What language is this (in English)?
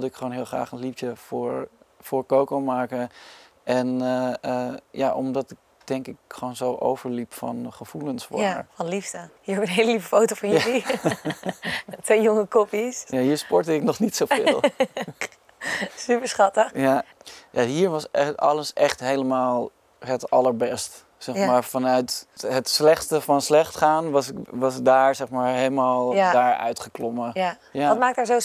Dutch